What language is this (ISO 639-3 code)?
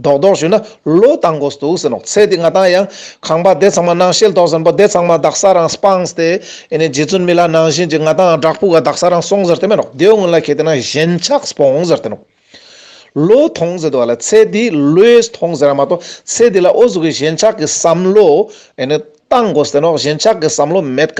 lbj